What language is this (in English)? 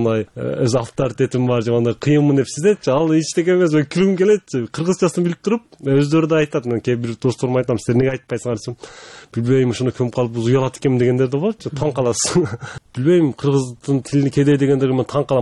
Kyrgyz